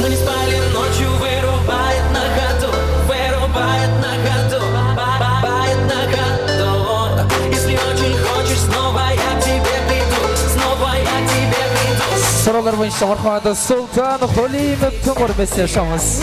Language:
Kara-Kalpak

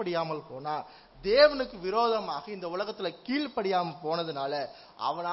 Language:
Tamil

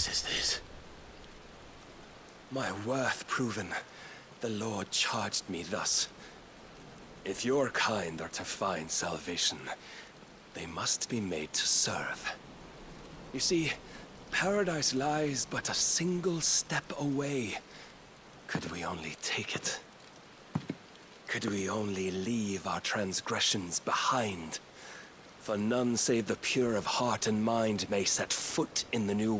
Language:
English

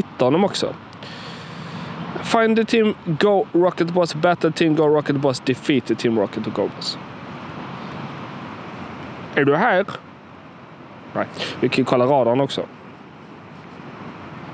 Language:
Swedish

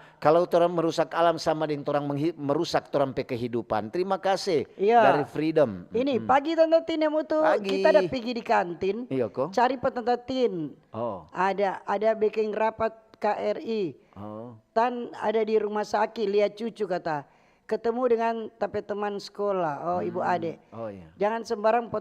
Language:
Manado Malay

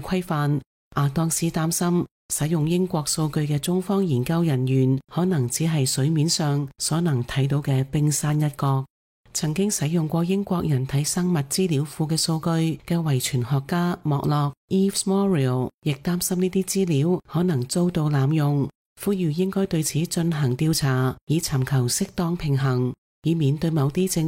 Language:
Cantonese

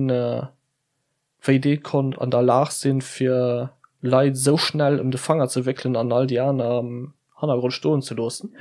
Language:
Luxembourgish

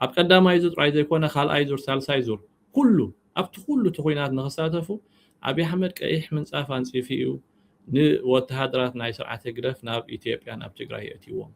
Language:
Tigrinya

